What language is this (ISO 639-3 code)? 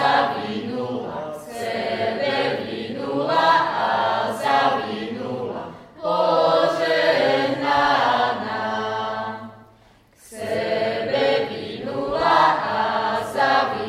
slk